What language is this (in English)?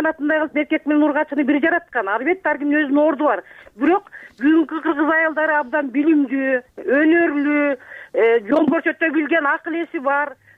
Kyrgyz